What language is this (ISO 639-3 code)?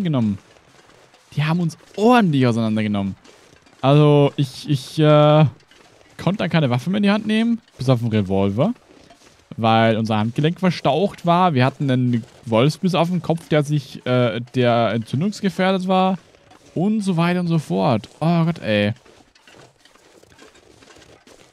deu